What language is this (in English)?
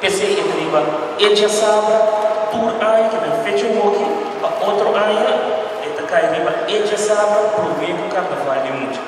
Papiamento